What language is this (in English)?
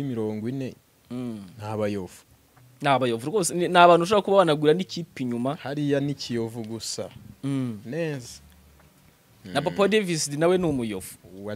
Kinyarwanda